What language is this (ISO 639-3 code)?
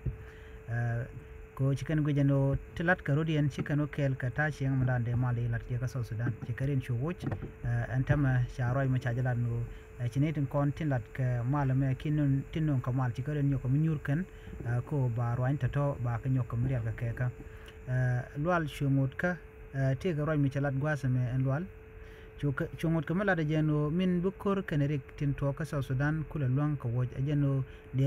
nus